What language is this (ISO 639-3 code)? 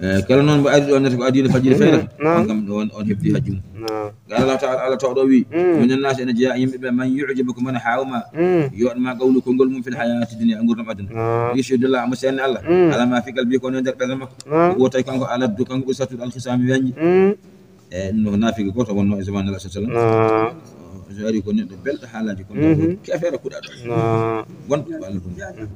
ful